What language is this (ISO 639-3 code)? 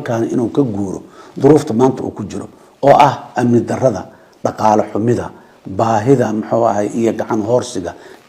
som